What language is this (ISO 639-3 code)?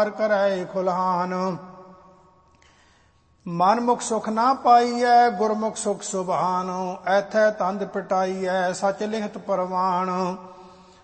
pan